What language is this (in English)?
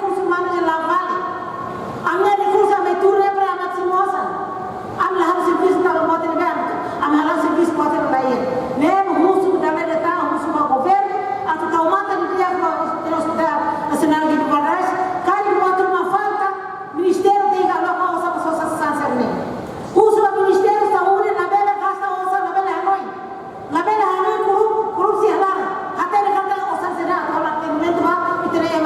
Tetum